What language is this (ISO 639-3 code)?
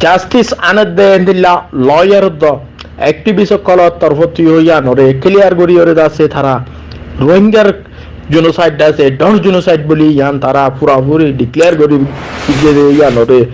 rhg